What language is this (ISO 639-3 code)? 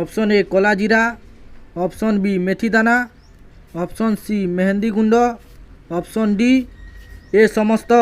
ori